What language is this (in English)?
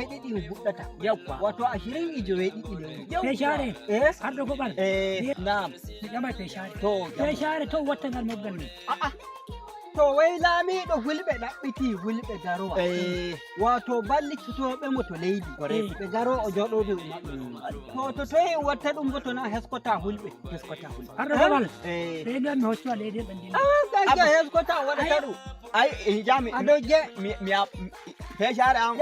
Nigerian Fulfulde